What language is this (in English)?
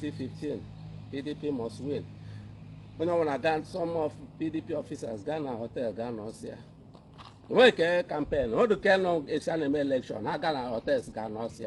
Igbo